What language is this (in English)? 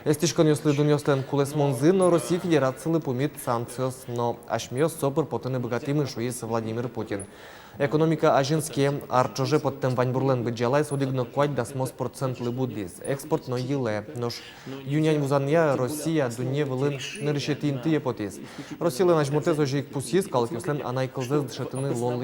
Udmurt